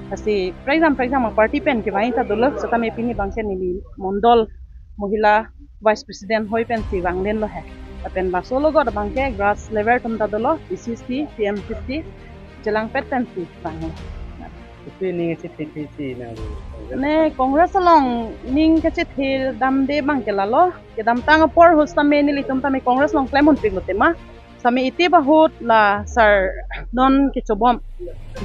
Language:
Karbi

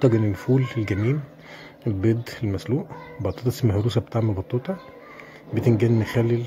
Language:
Egyptian Arabic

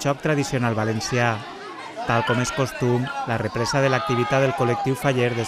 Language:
Catalan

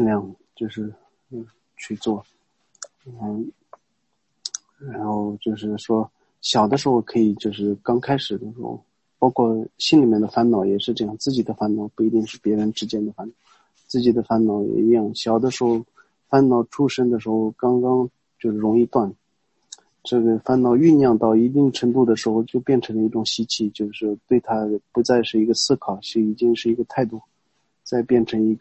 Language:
Chinese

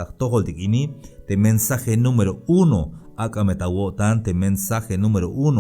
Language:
Tzeltal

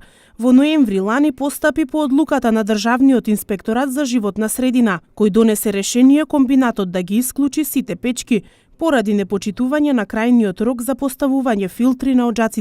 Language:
Macedonian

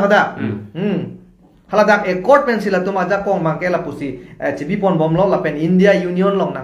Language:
Karbi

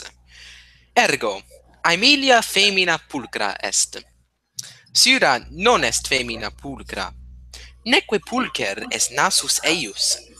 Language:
Latin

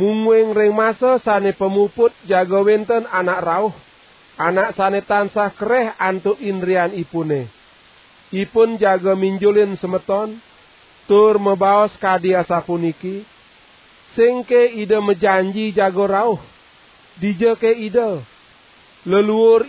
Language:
Balinese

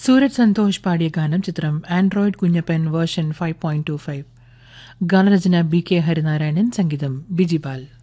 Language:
Malayalam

